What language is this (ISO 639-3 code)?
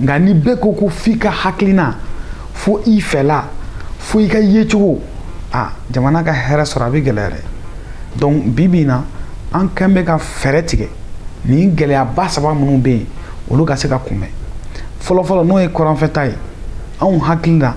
bam